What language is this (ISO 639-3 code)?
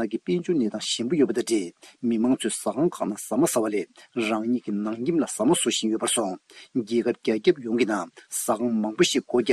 bod